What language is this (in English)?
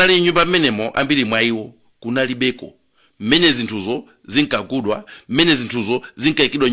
Nyanja